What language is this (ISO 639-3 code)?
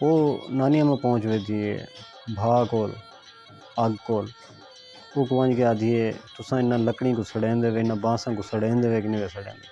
skr